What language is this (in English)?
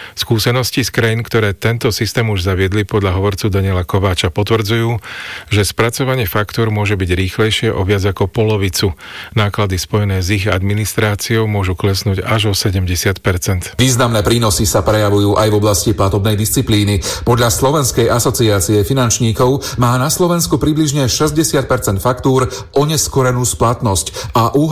Slovak